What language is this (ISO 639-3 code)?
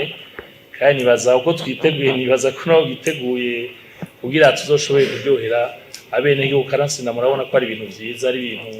run